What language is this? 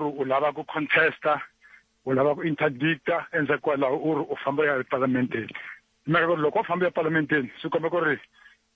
Tsonga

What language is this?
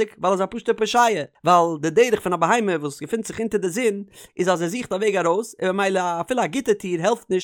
Yiddish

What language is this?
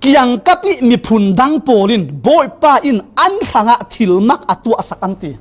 Falam Chin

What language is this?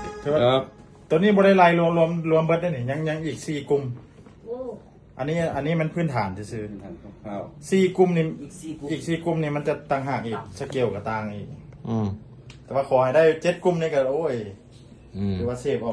Northeastern Thai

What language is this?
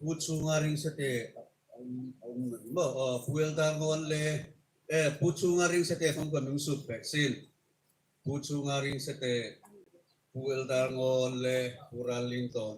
Hmar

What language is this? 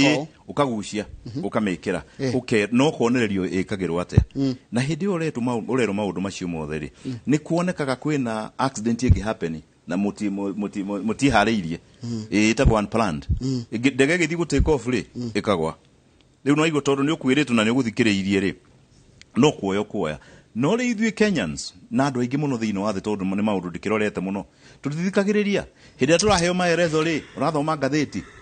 Kikuyu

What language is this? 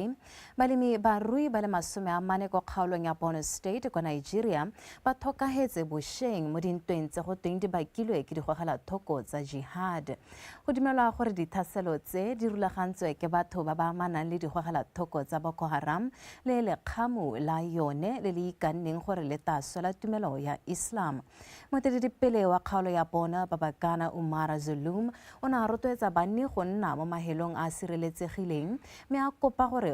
Tswana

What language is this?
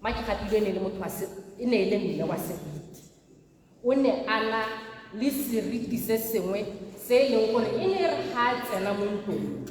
Tswana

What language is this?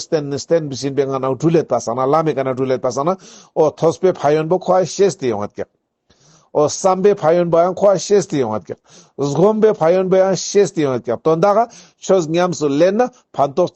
Ladakhi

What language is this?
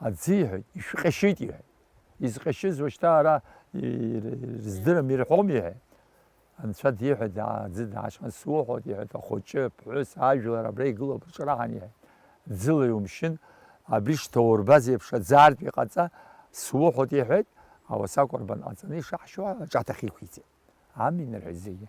Abkhazian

